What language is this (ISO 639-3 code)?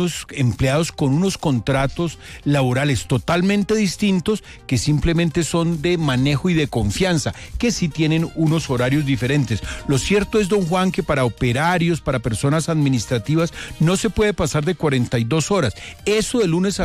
spa